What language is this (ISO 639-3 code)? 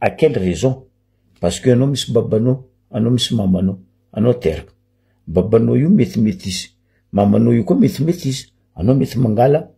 mlg